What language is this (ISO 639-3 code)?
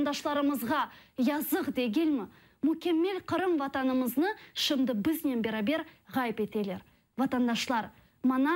crh